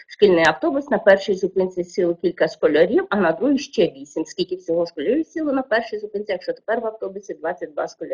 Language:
Ukrainian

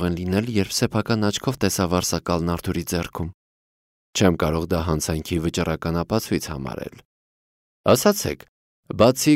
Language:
Armenian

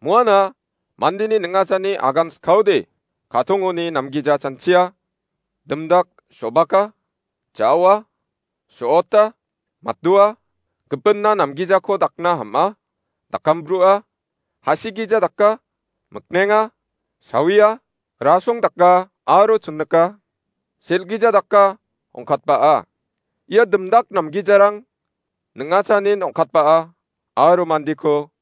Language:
Garo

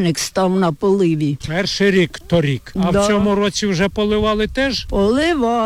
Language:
Ukrainian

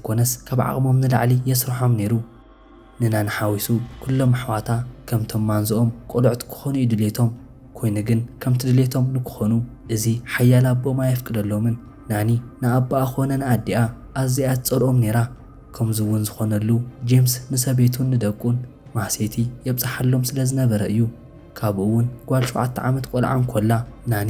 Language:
Tigrinya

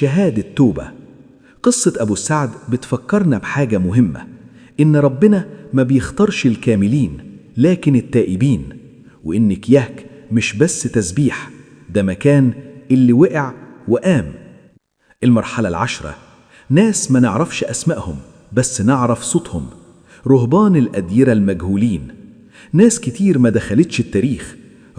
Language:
Egyptian Arabic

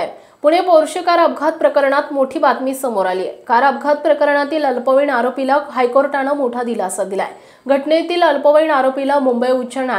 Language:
Marathi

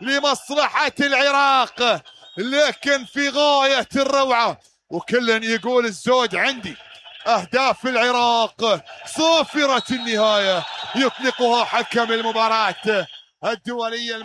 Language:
Mesopotamian Arabic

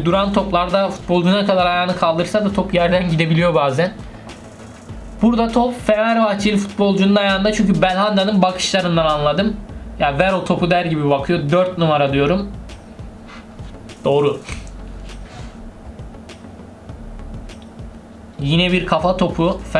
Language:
Turkish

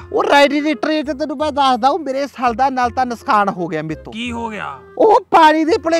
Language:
Punjabi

